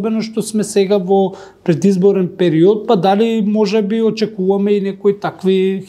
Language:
Macedonian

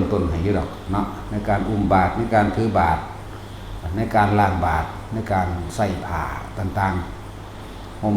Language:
Northeastern Thai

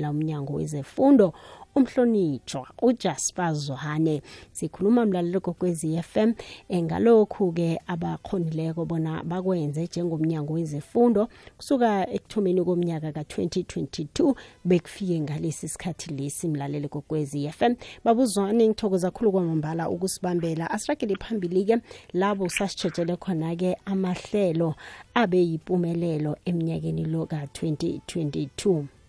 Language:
South Ndebele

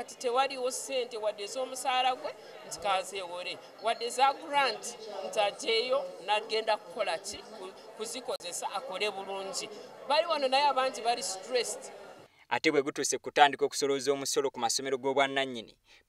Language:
Ganda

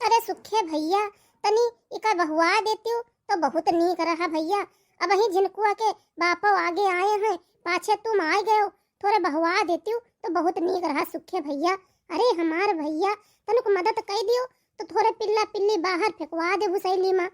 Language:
Awadhi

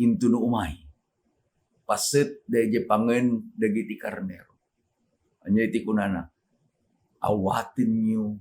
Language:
Iloko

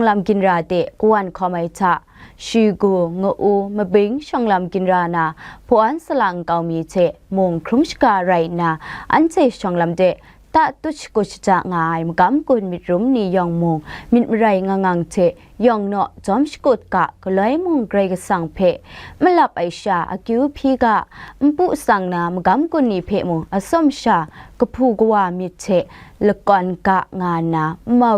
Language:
Kachin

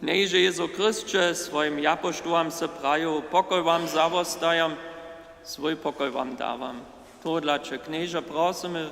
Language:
Upper Sorbian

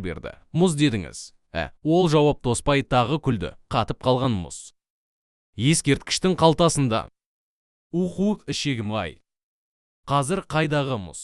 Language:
Kazakh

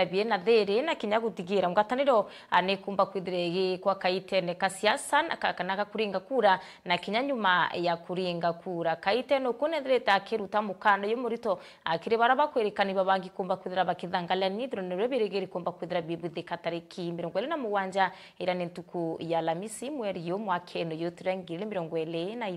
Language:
Meru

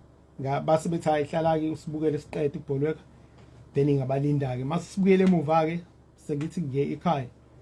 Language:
Zulu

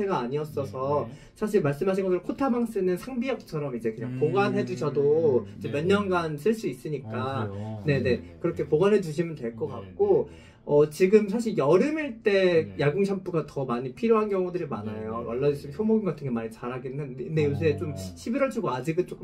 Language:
Korean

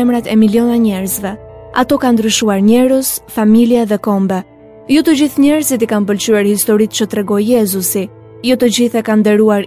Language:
Albanian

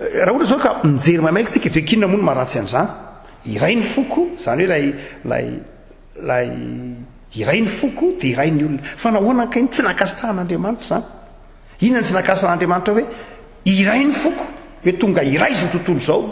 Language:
Malagasy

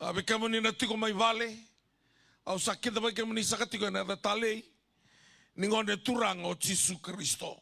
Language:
Fijian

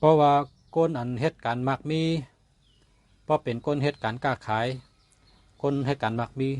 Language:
Shan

